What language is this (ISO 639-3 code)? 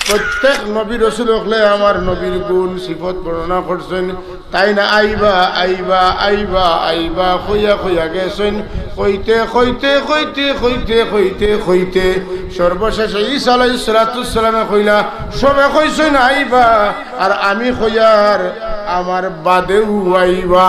syl